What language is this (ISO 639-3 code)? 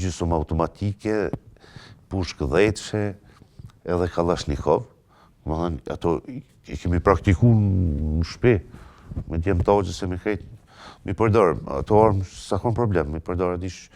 sqi